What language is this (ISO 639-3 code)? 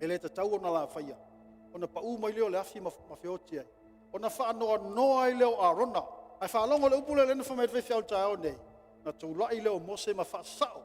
smo